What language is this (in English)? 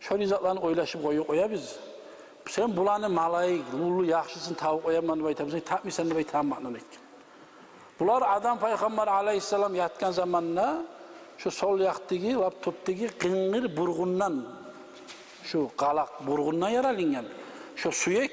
Kumyk